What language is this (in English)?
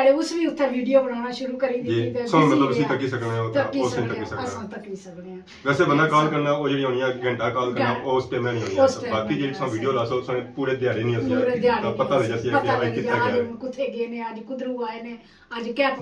Pahari-Potwari